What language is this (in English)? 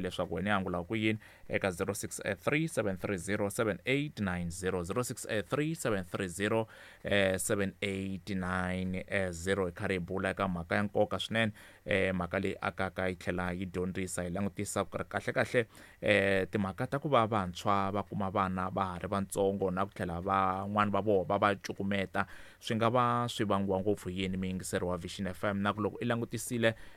Tsonga